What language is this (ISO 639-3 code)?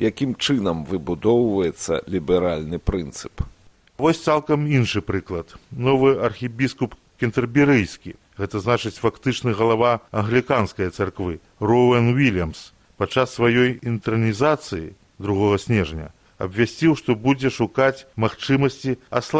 bel